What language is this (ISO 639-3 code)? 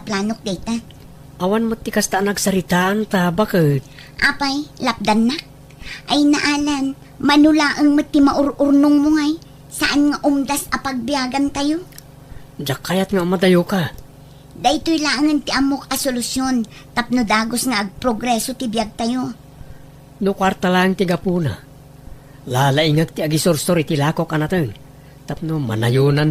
ilo